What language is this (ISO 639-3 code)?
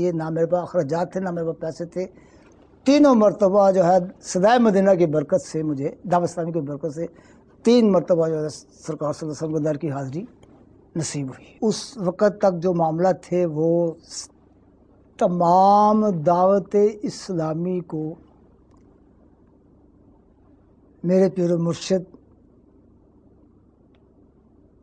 urd